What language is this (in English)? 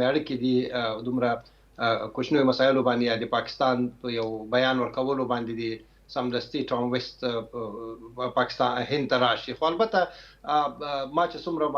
Pashto